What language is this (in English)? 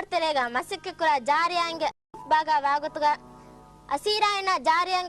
Divehi